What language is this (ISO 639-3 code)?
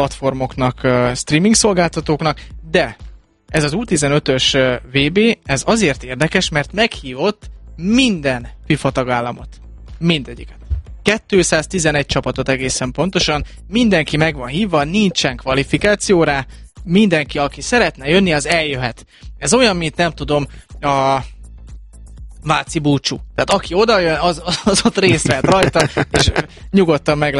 hun